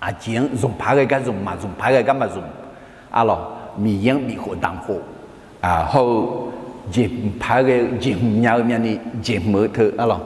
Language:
Akha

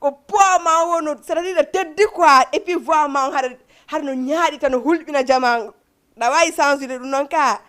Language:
Fula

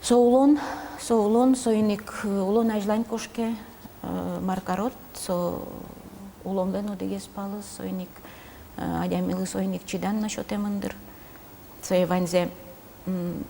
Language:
Udmurt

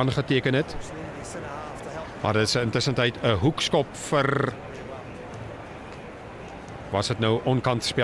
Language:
Afrikaans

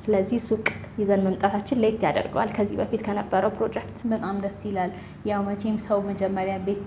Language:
Amharic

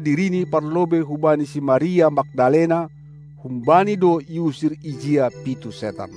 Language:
Batak Simalungun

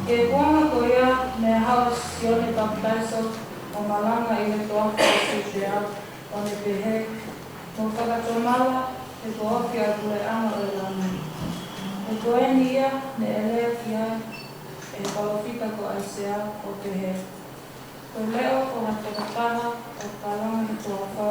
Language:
Tongan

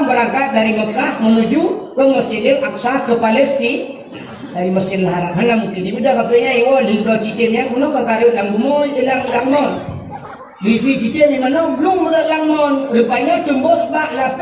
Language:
Achinese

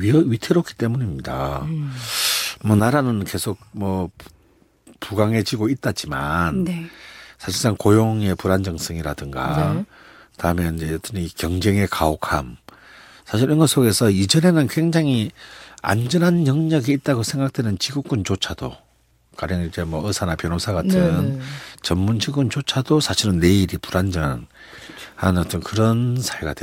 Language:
Korean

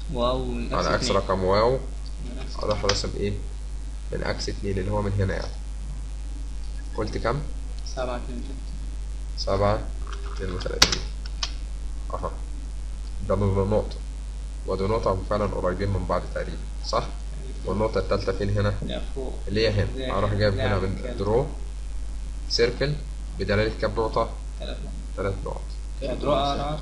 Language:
Egyptian Arabic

